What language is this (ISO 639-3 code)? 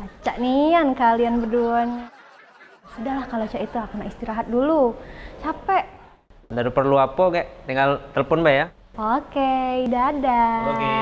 mui